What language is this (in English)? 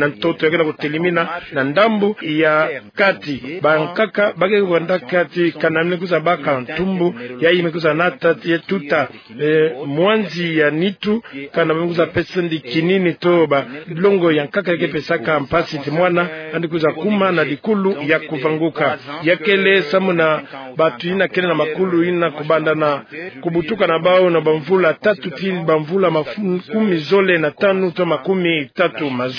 Kituba (Democratic Republic of Congo)